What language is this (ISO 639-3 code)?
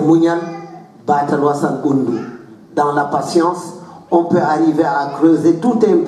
ful